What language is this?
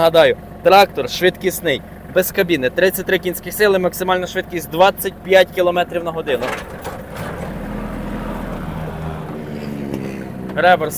Ukrainian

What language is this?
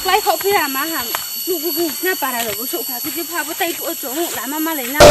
Riang (India)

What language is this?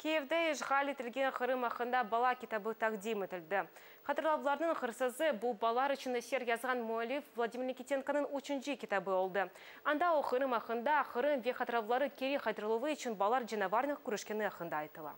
Crimean Tatar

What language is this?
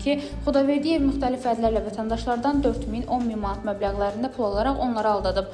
Azerbaijani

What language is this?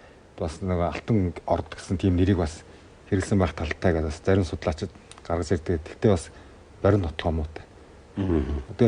Mongolian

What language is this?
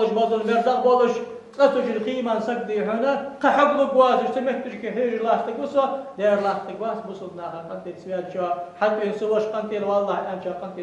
Ingush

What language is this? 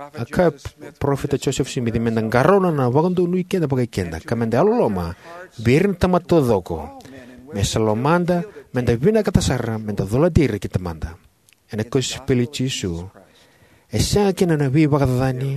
Fijian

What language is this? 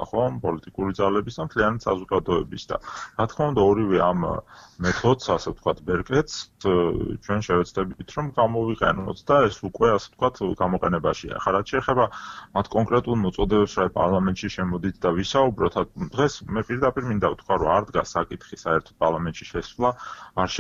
Georgian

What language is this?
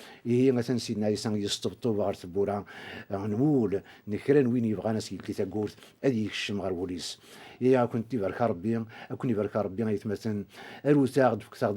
Kabyle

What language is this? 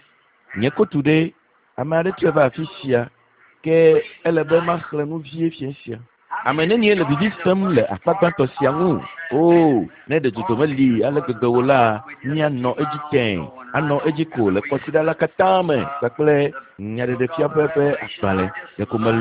Ewe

